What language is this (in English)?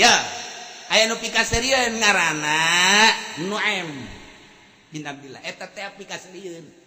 Sundanese